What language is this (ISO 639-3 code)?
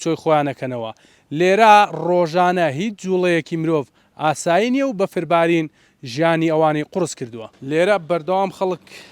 ckb